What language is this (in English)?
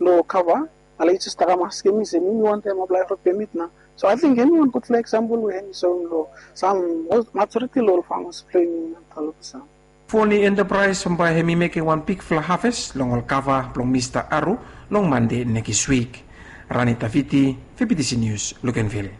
Bislama